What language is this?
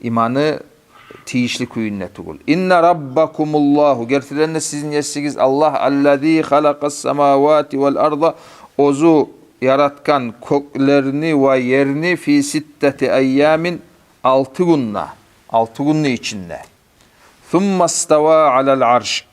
Kumyk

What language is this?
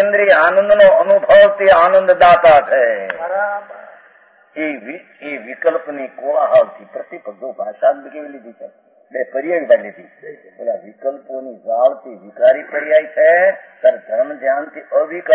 Gujarati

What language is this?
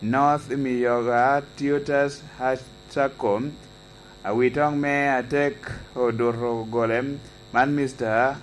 Lango (Uganda)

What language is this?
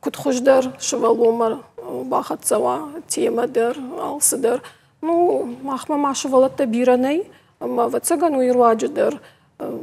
Ossetic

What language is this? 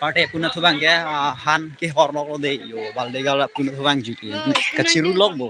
Karbi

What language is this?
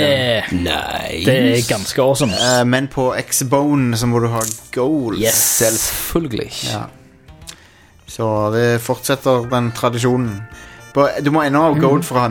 Norwegian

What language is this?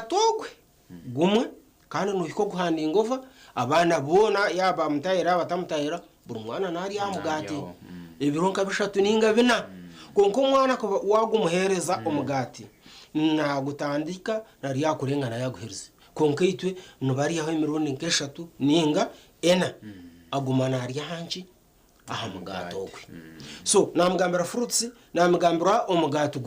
Nyankole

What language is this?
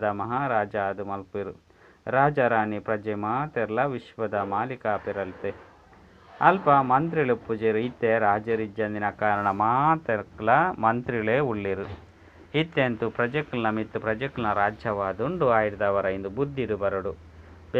Tulu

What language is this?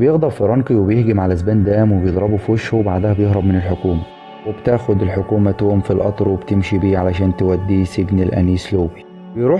Egyptian Arabic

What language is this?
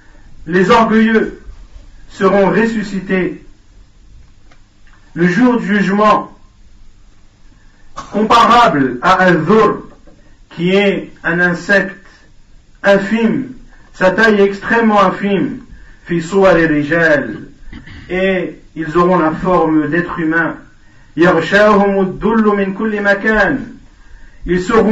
French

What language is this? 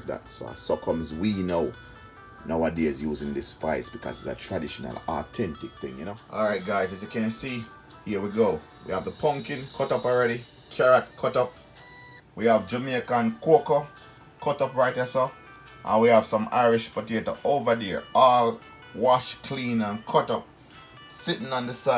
Jamaican Creole English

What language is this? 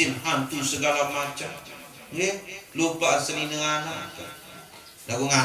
Sasak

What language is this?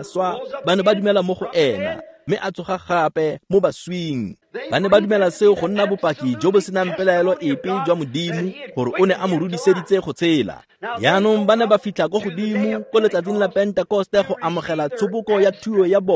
Tswana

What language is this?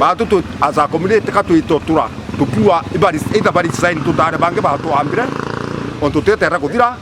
Meru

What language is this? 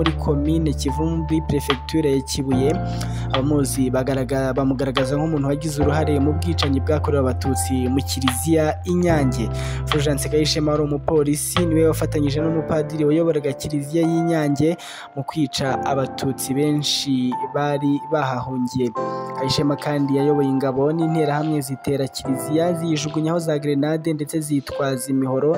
Kinyarwanda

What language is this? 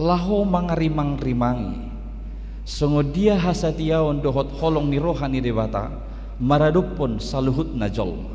Batak Toba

